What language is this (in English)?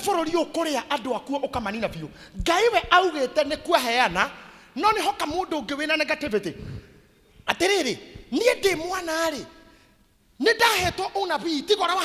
Kikuyu